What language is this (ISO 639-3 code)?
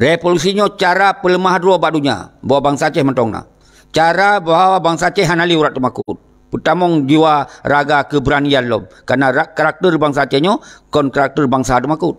ace